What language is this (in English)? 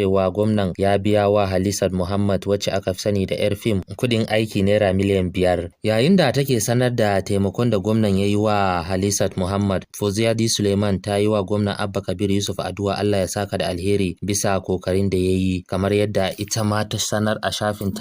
Hausa